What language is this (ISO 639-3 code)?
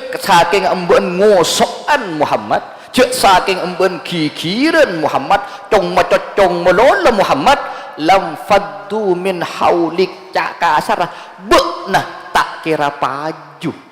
mad